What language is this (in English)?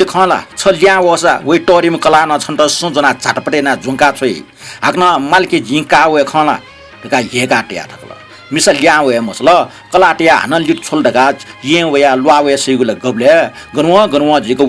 Newari